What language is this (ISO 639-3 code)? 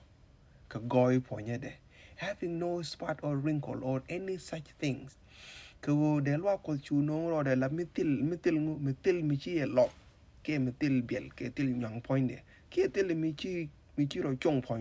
nus